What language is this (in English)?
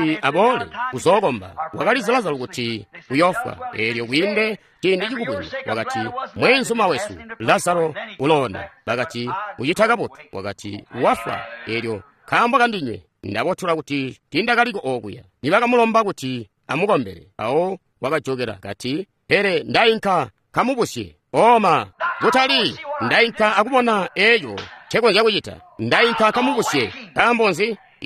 Tonga (Zambia)